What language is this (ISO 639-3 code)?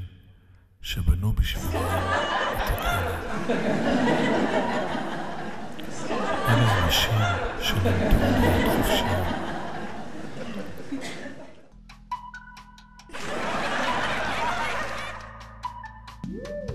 heb